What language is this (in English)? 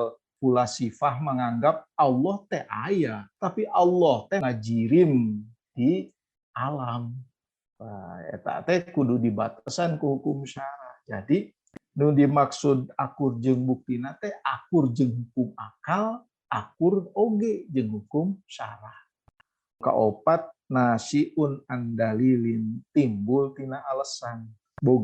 Sundanese